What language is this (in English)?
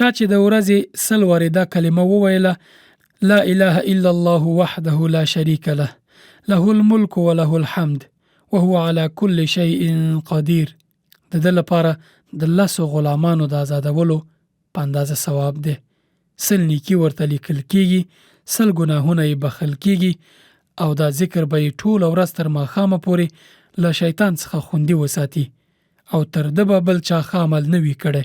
Pashto